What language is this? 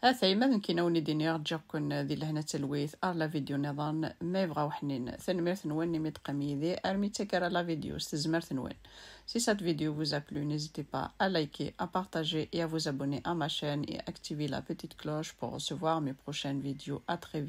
Kabyle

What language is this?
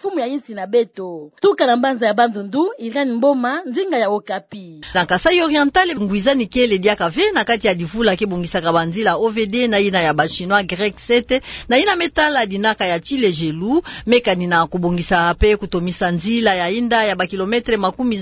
Kituba (Democratic Republic of Congo)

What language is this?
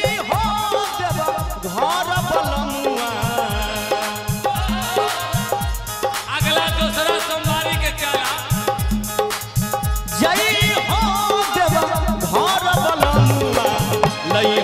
Bhojpuri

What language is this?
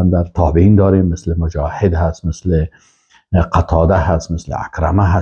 Persian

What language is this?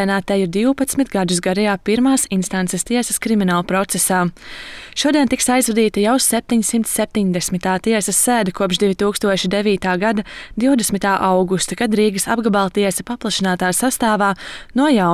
Latvian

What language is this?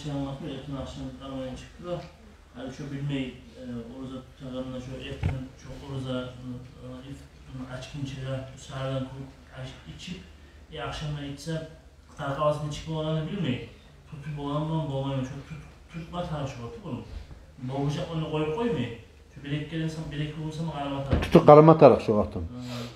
Kumyk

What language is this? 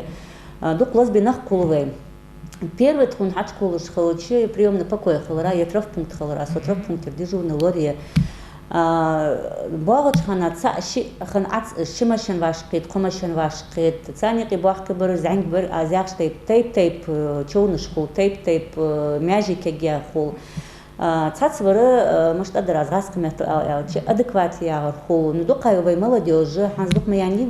Ingush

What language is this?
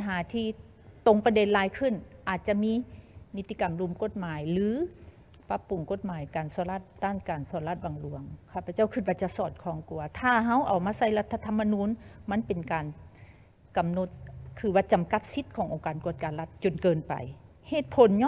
Lao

